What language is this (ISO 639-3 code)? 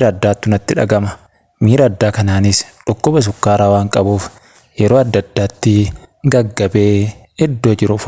orm